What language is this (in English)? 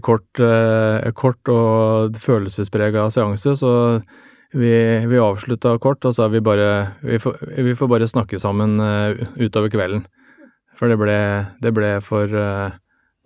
Norwegian